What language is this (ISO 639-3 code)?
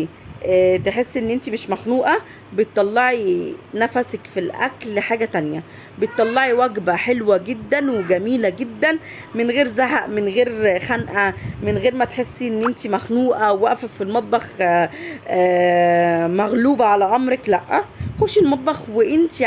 arz